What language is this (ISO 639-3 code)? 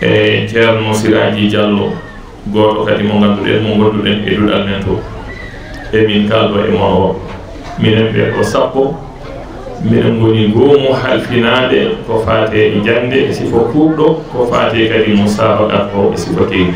ful